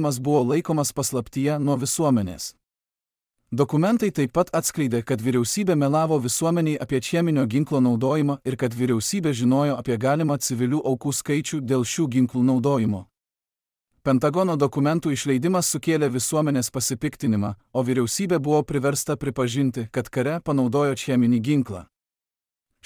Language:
Lithuanian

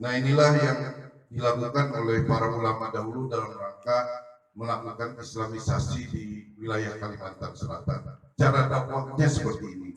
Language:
Banjar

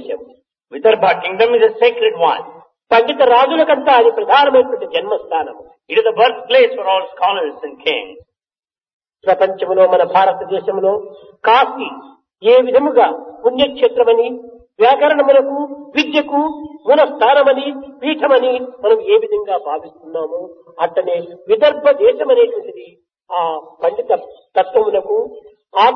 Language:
Telugu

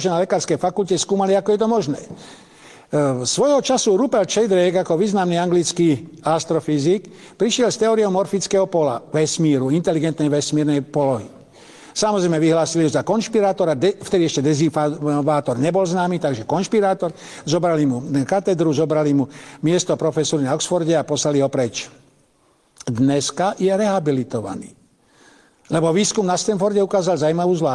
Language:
Slovak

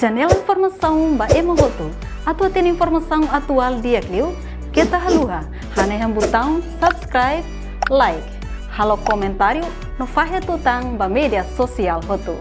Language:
Tetum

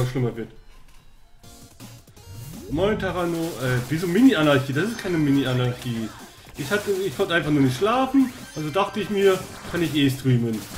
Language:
German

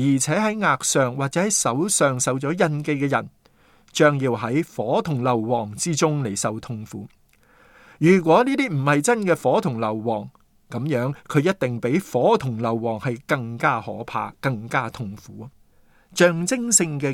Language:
Cantonese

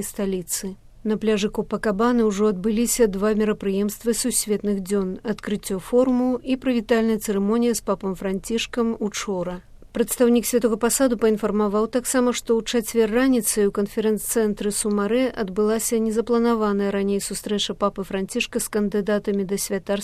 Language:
Belarusian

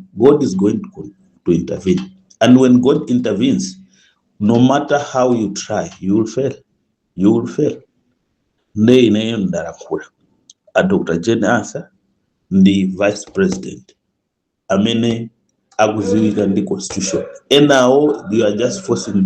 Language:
Nyanja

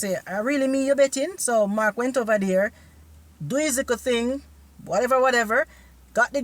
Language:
Jamaican Creole English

